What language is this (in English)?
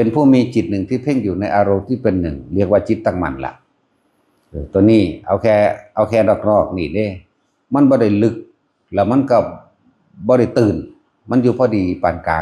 Northeastern Thai